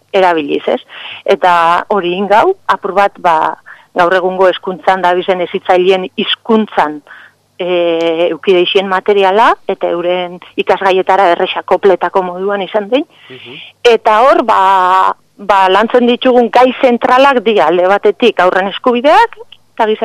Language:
Basque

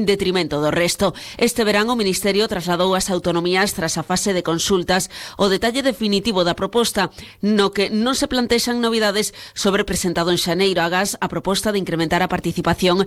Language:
Galician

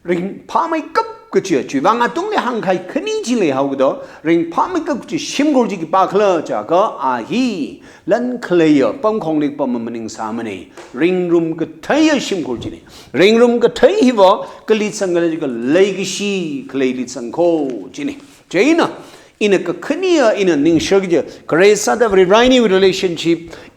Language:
Tangkhul Naga (India)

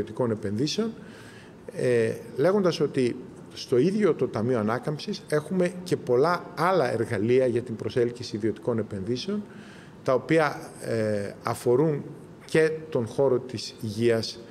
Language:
Greek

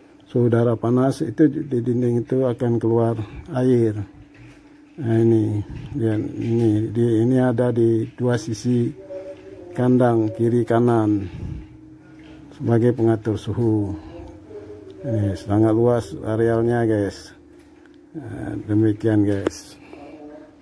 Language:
Indonesian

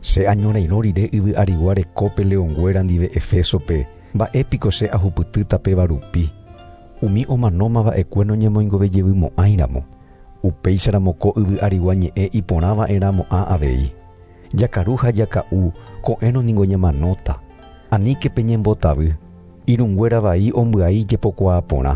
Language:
Guarani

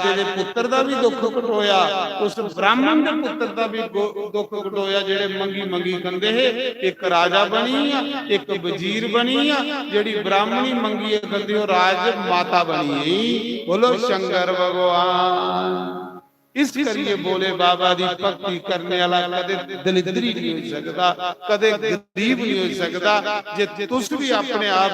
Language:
Dogri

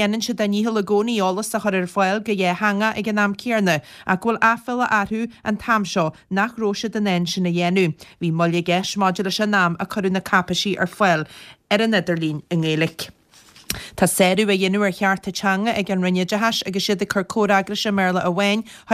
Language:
Irish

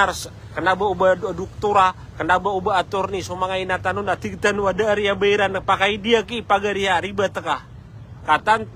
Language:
Maranao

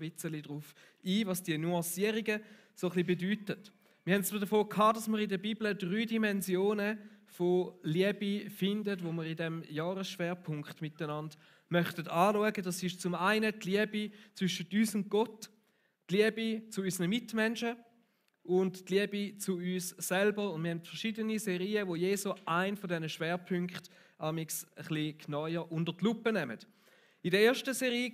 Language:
Swiss German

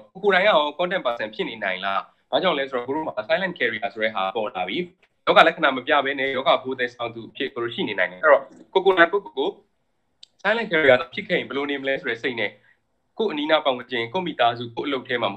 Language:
Burmese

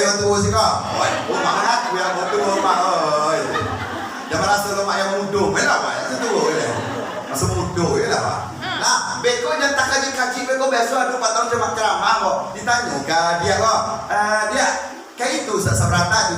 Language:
Minangkabau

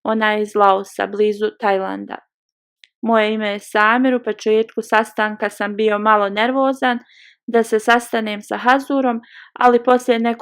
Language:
Bosnian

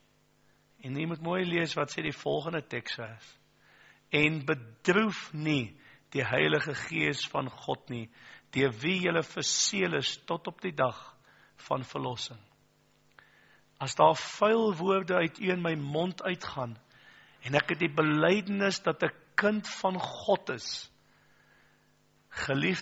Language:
Afrikaans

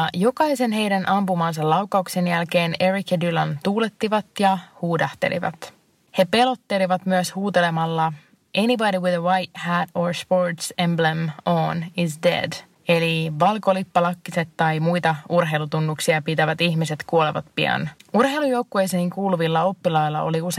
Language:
Finnish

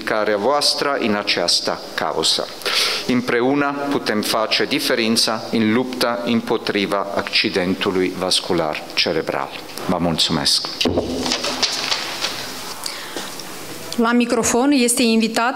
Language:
Romanian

